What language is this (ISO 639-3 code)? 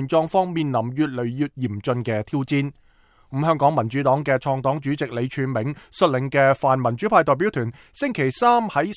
yue